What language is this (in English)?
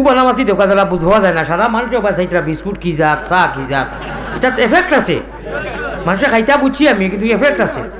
Sylheti